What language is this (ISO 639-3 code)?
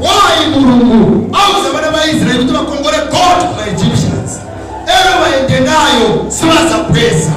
nya